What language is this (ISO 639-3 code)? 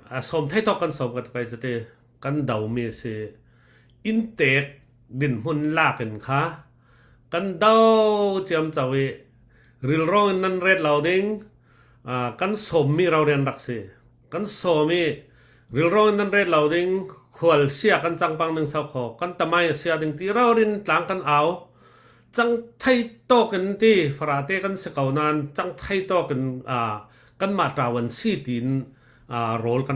cfm